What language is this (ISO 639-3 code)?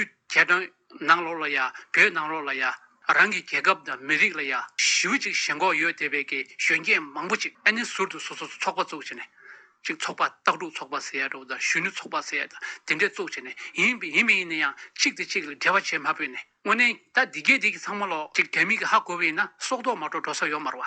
bod